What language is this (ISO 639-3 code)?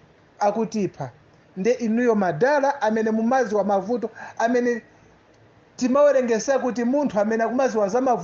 nya